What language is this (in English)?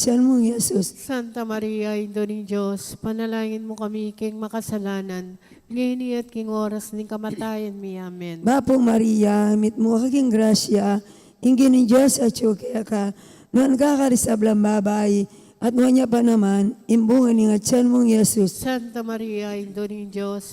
Pampanga